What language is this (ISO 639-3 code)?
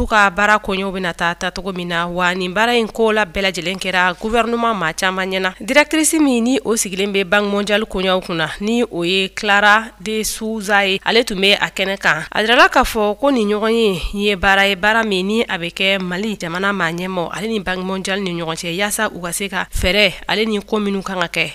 bam